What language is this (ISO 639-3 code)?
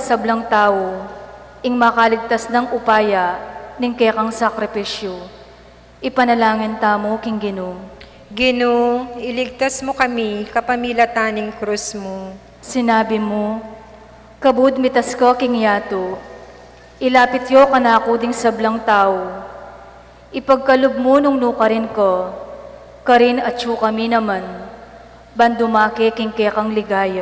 pam